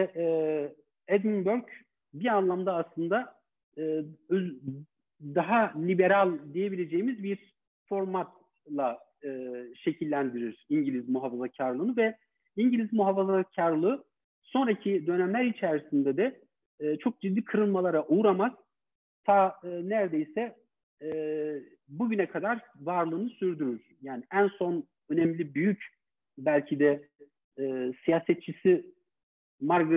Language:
Turkish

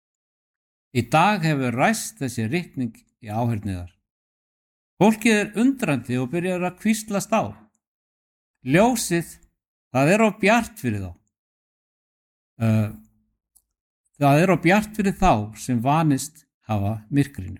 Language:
Icelandic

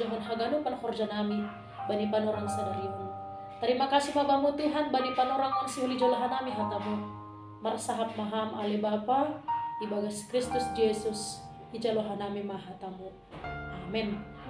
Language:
Batak Simalungun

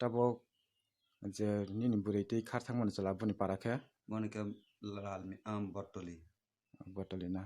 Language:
Kok Borok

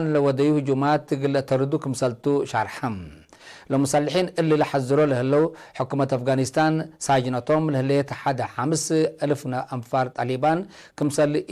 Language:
Tigre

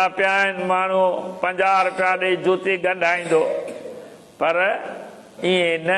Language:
Sindhi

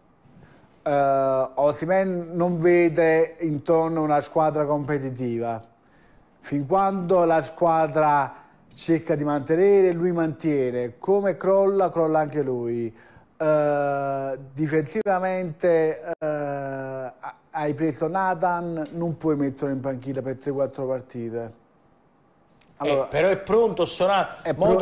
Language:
Italian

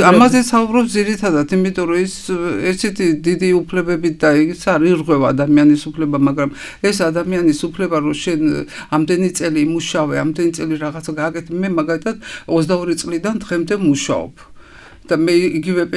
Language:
Georgian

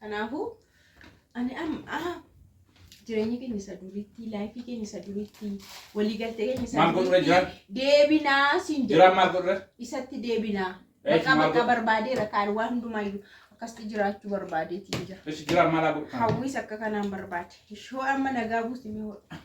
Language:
Oromo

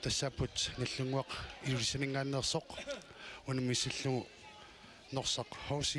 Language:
Kalaallisut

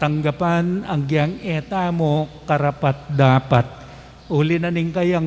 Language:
Pampanga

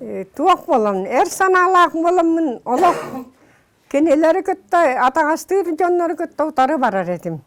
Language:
Yakut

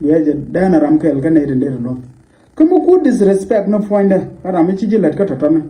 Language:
Nuer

